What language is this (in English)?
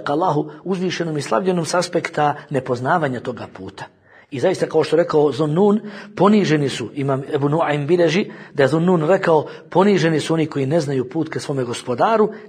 Bosnian